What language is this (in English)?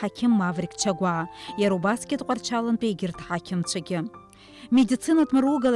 Abkhazian